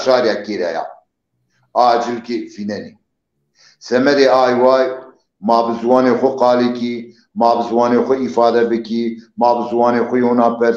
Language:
Zaza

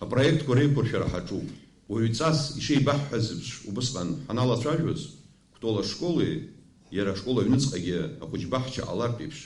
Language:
Abkhazian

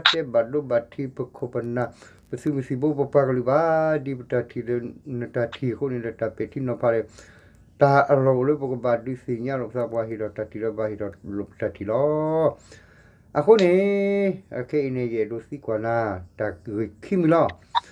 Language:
S'gaw Karen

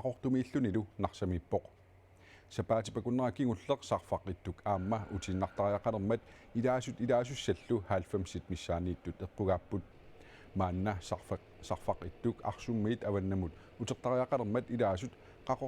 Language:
Kalaallisut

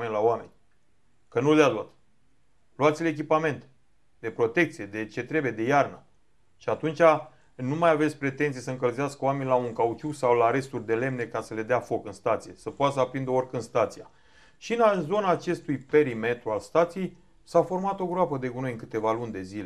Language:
Romanian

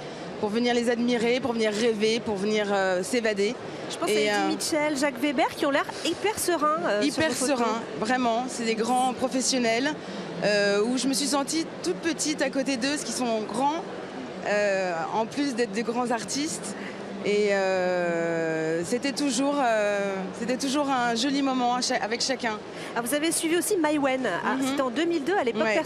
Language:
French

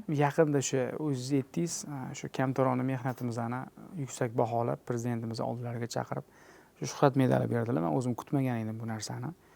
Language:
Uzbek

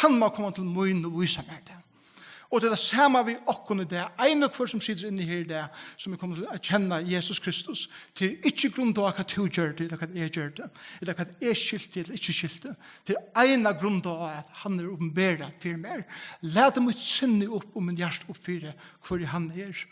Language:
Faroese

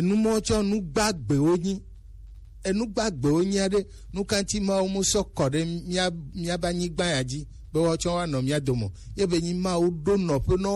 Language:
Gen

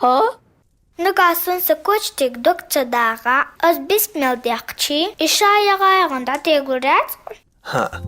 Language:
Chechen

